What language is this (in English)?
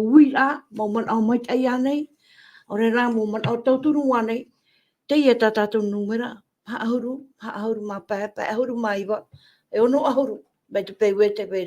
Tahitian